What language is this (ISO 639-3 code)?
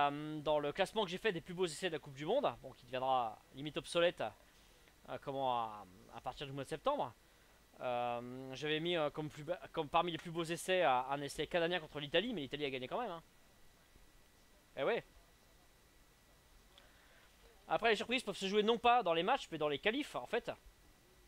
fra